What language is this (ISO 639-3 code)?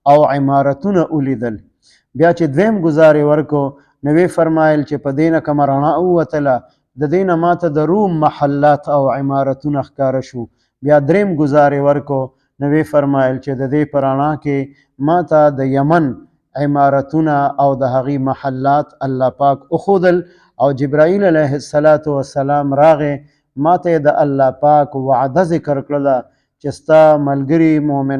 pus